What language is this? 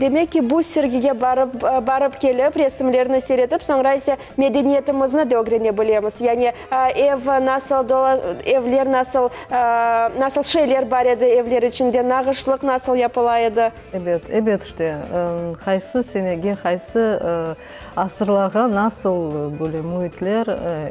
Crimean Tatar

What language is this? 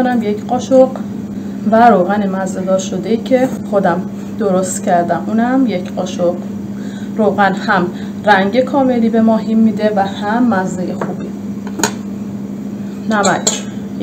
Persian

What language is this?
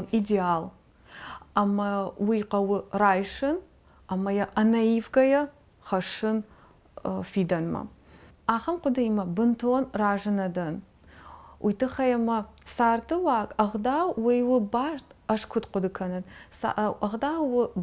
Ossetic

